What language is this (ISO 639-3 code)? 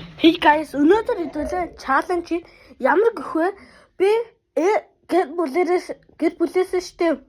mon